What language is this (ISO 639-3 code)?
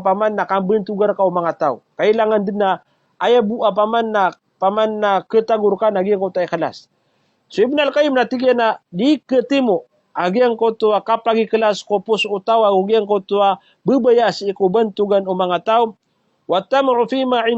mrw